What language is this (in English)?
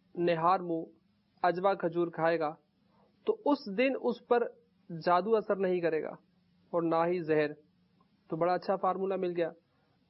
Urdu